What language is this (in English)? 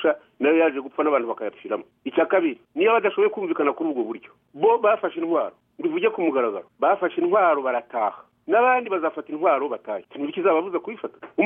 Kinyarwanda